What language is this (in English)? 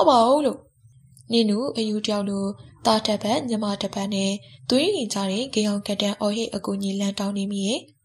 Burmese